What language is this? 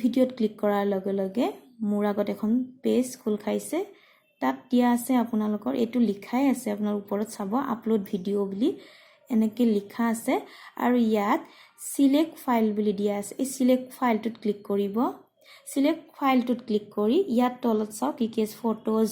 Assamese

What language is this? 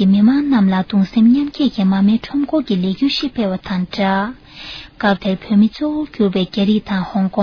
Tibetan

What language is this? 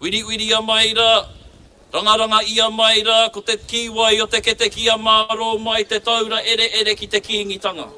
Māori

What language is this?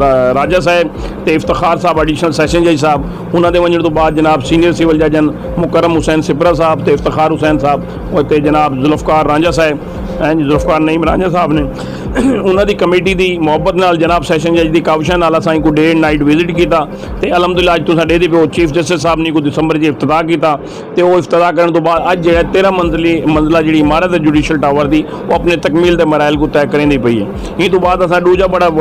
Saraiki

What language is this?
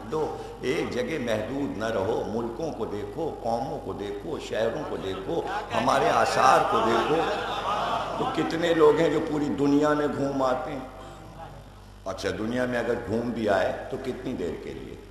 Urdu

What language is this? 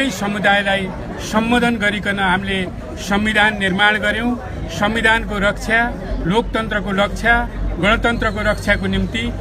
Nepali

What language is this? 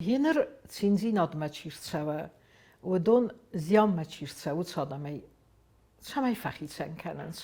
Ossetic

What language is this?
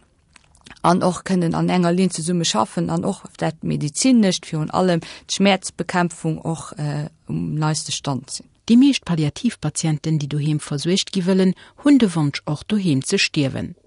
Luxembourgish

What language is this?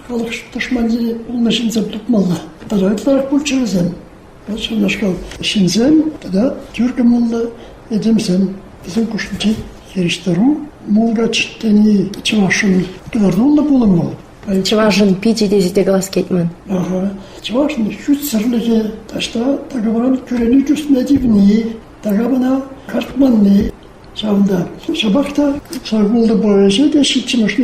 Chuvash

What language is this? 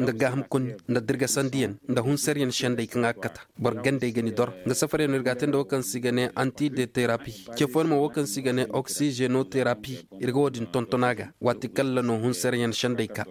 Koyraboro Senni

